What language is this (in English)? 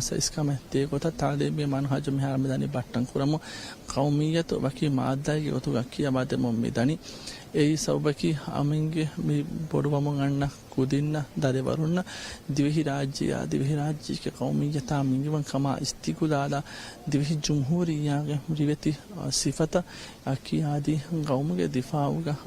Divehi